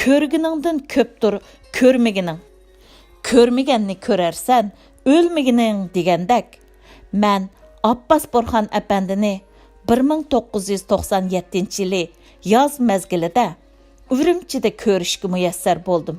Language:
Uyghur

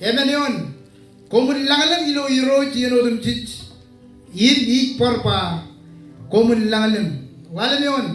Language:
Marshallese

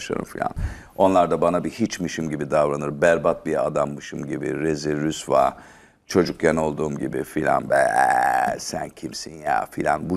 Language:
Turkish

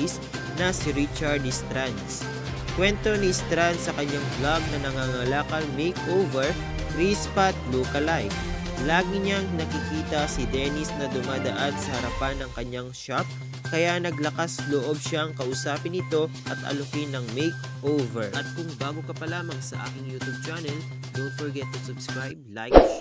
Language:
Filipino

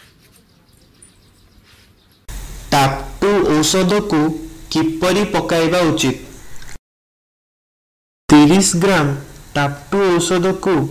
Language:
Odia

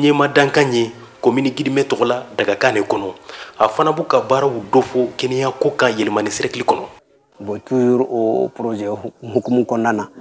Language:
Bambara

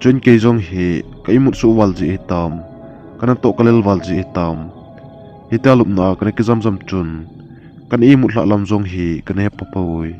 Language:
Thado Chin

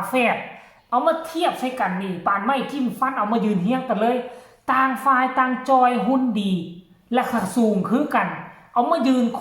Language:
Northeastern Thai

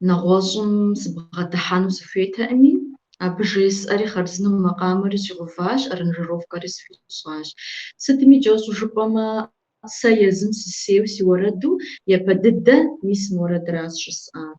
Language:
Kabardian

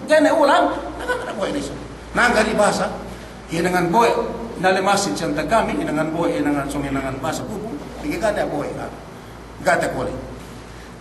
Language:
Yakan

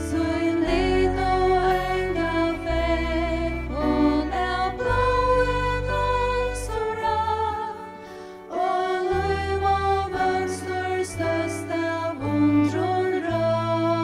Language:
Faroese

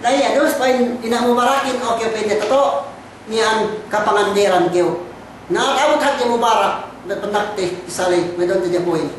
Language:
Yakan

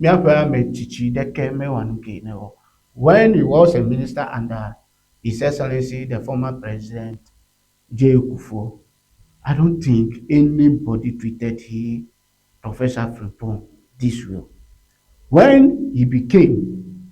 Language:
Ewe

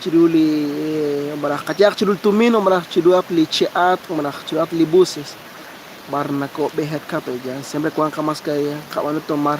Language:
Kekchí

